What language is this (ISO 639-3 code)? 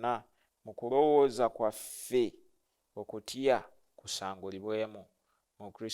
lug